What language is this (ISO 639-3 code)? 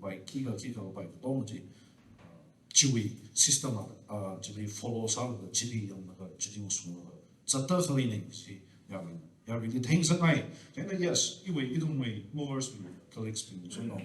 nmf